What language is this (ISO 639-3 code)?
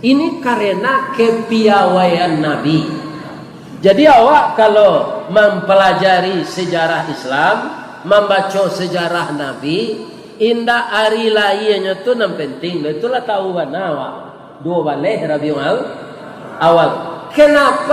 min